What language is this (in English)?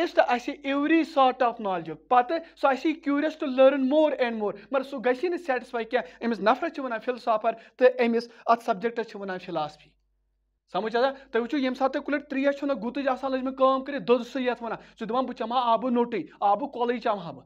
Kashmiri